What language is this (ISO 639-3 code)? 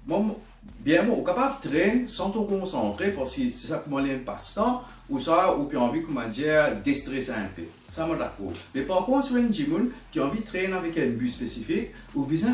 mfe